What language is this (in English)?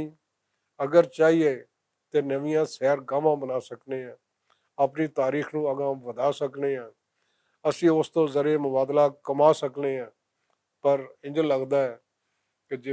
Western Panjabi